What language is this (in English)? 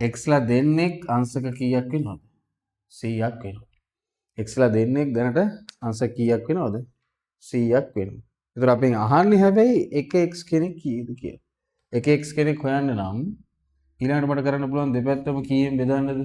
Sinhala